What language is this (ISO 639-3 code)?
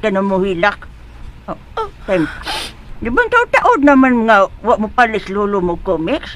ceb